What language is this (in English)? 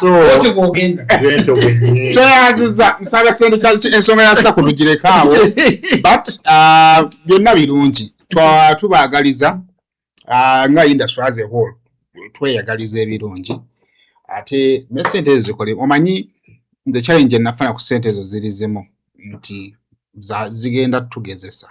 Ganda